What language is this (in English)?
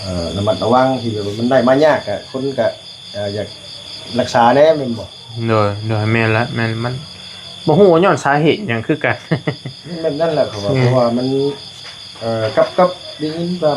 Northeastern Thai